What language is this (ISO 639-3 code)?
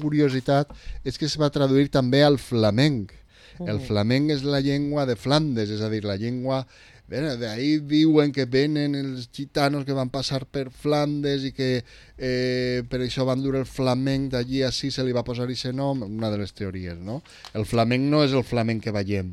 cat